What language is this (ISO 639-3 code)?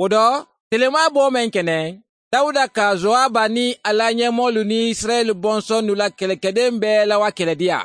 bam